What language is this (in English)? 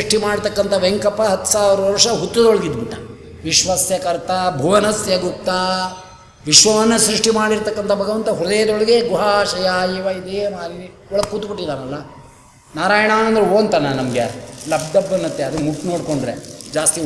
Kannada